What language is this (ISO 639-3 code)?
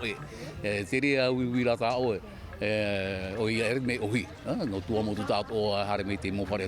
tah